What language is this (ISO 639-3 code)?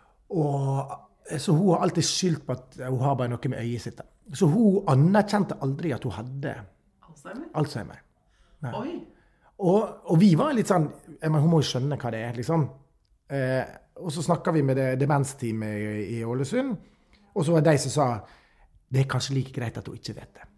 nor